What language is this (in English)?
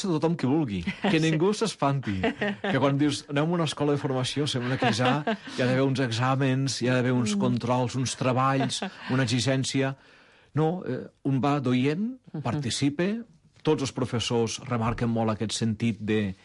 Catalan